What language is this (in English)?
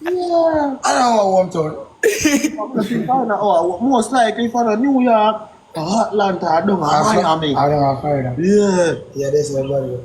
Jamaican Creole English